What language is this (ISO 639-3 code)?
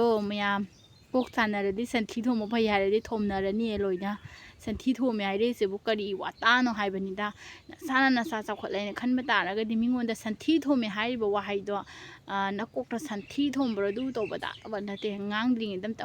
mni